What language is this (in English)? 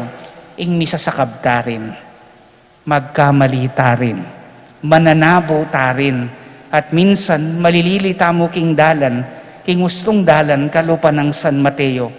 Pampanga